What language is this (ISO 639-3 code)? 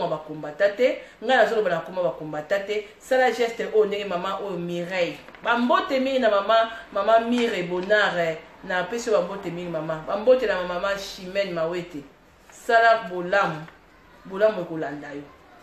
lin